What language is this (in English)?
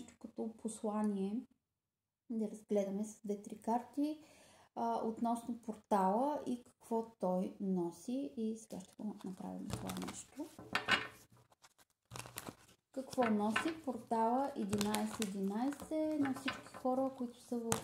Bulgarian